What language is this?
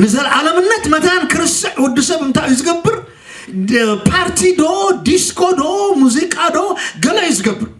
Tigrinya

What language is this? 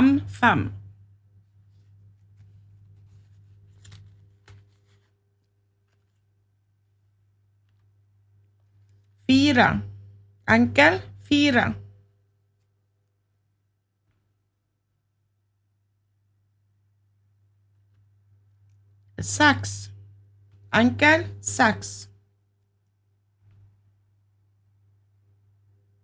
Norwegian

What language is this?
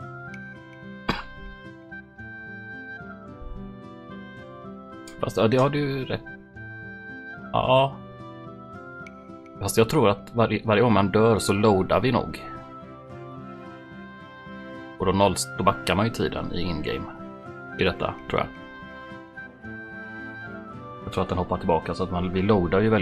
Swedish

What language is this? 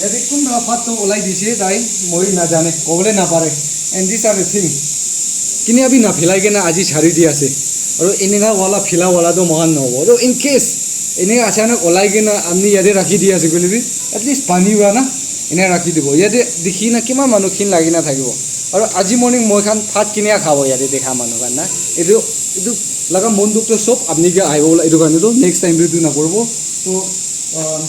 Naga Pidgin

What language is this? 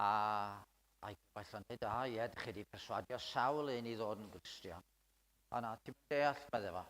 Welsh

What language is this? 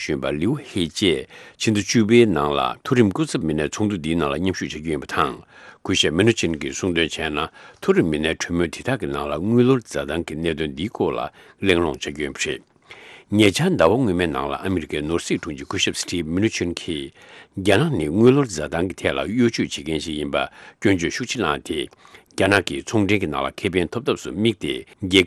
Tibetan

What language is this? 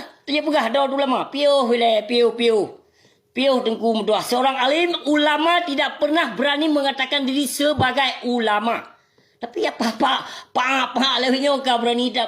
Achinese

